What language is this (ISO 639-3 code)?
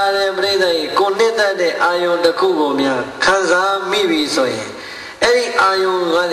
mya